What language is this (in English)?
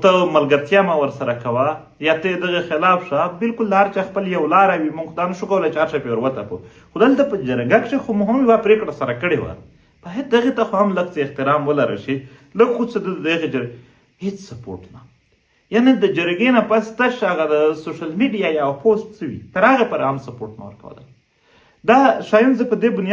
Pashto